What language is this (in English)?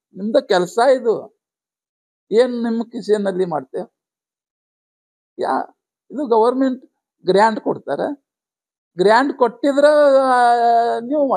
Kannada